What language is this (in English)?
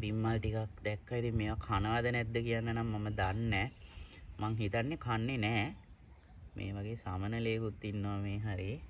Sinhala